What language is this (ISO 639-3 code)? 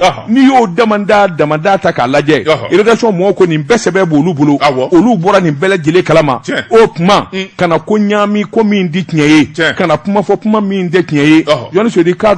bam